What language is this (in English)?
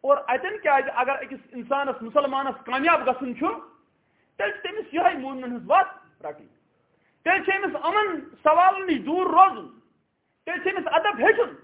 Kashmiri